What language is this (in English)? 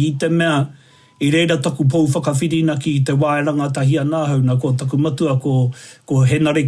Māori